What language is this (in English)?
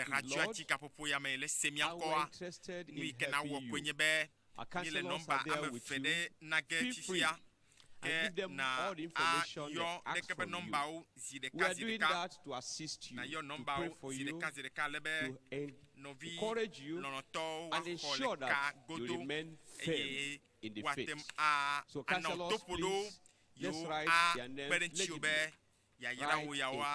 Ewe